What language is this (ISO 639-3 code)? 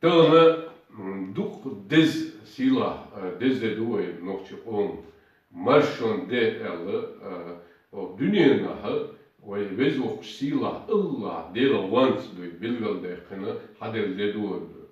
che